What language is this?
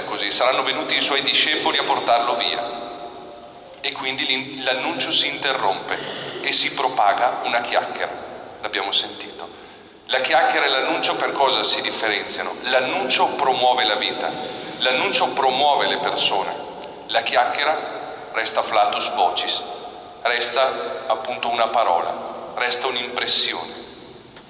Italian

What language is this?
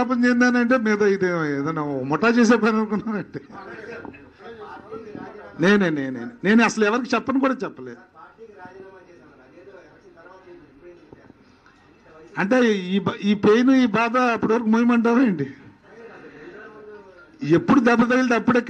Telugu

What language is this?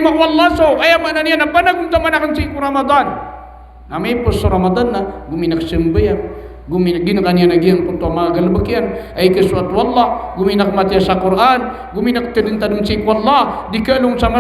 Maranao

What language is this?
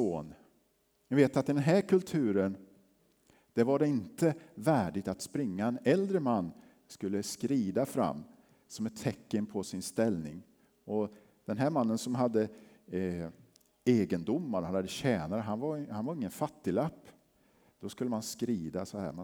Swedish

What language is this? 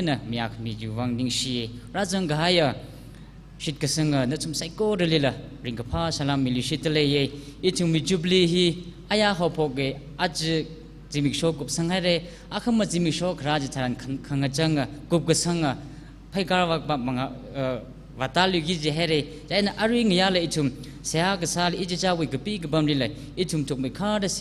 Tangkhul Naga (India)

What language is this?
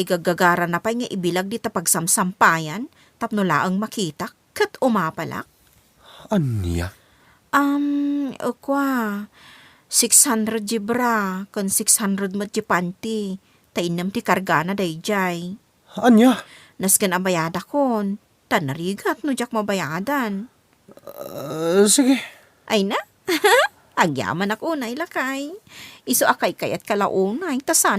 Iloko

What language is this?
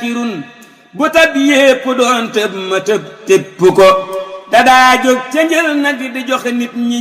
Wolof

